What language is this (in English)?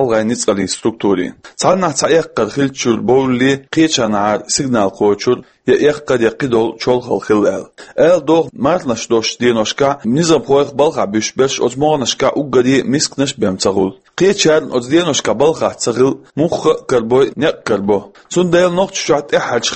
Chechen